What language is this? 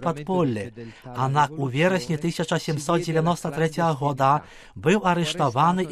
Belarusian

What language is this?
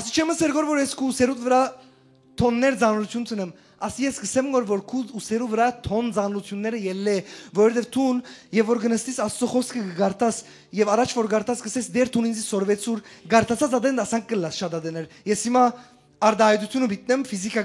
Western Armenian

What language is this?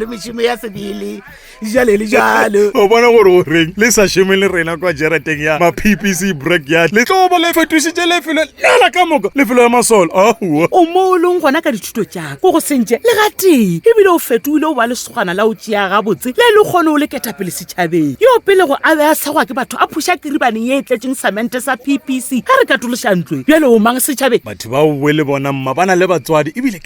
Northern Sotho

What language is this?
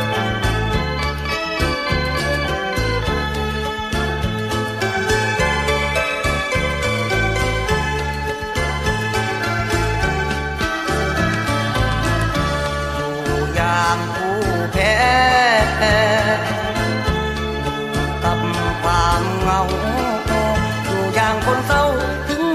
Thai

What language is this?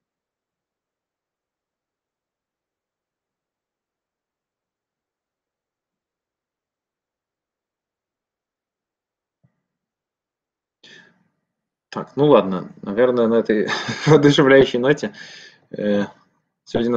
Russian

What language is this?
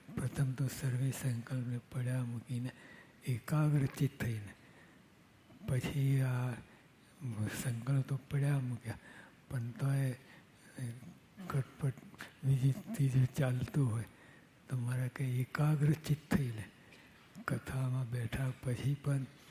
Gujarati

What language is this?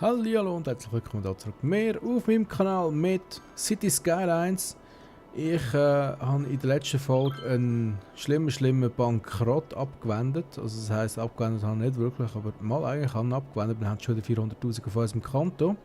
Swiss German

